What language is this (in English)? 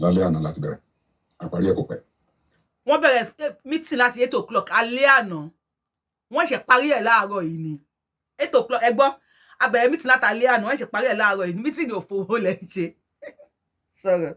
Yoruba